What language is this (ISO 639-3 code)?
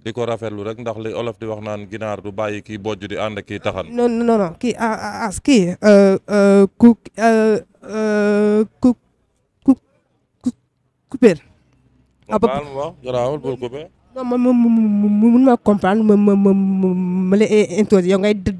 wol